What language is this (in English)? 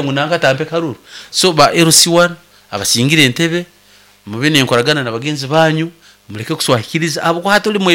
Nyankole